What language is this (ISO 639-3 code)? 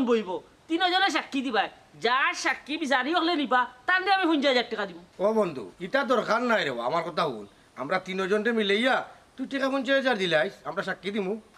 syl